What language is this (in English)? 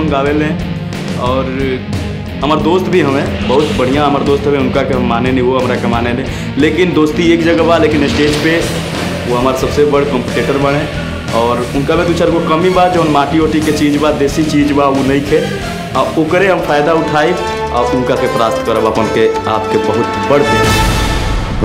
Bhojpuri